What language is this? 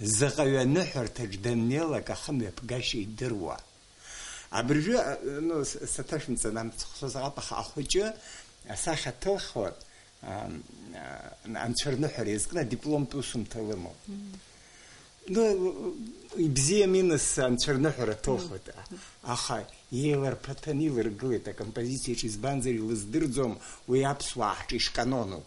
Abkhazian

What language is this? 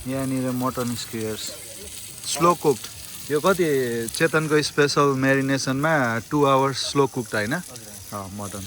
Nepali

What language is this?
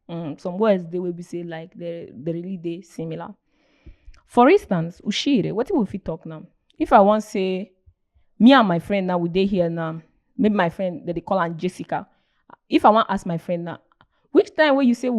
Nigerian Pidgin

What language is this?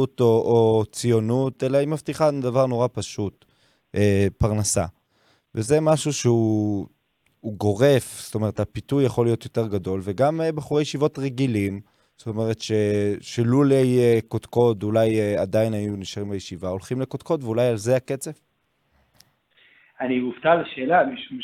Hebrew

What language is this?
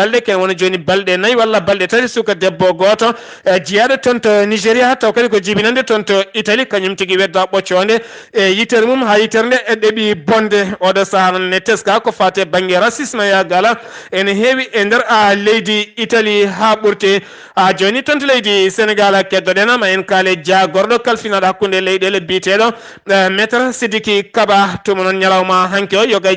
Fula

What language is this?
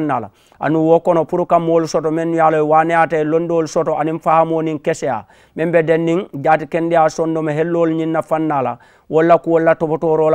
Mandingo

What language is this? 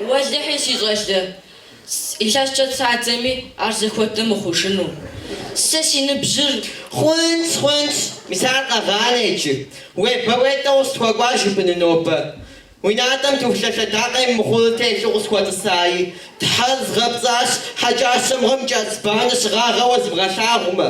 Kabardian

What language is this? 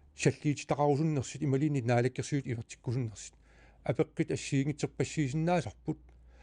Kalaallisut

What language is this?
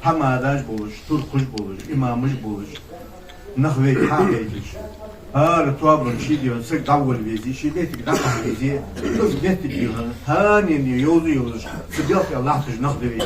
Ingush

